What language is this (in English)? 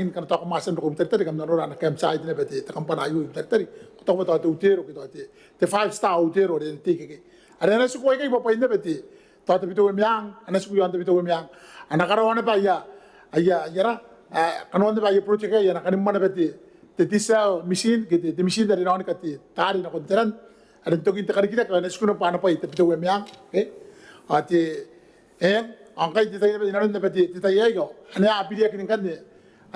Gilbertese